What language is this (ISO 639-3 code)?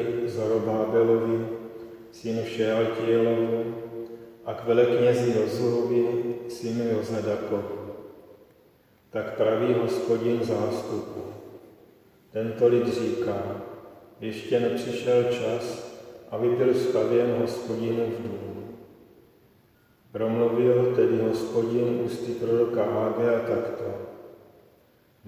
ces